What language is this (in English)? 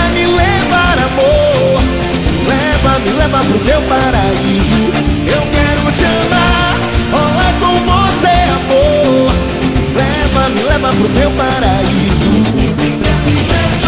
Portuguese